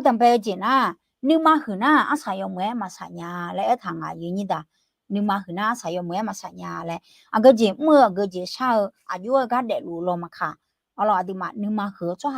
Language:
Akha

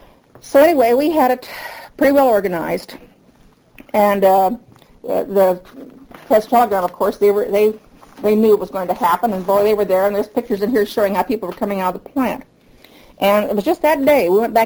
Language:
English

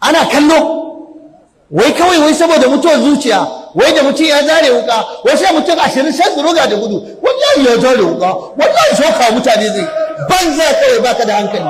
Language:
Hausa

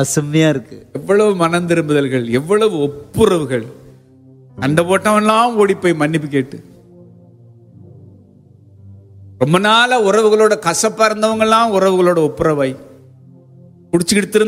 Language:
Tamil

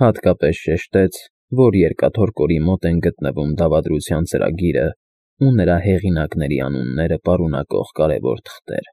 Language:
Armenian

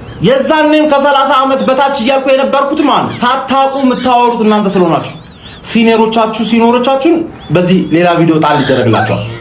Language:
Amharic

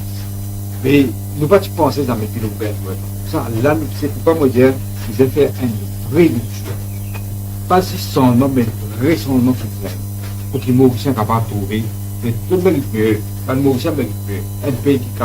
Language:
Morisyen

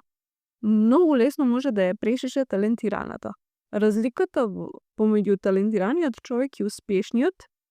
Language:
Macedonian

